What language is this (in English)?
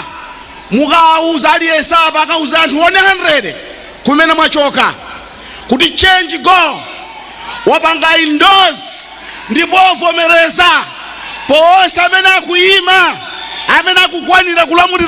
Nyanja